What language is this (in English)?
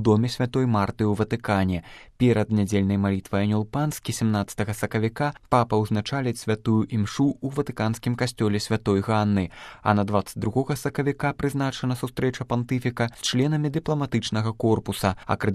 Belarusian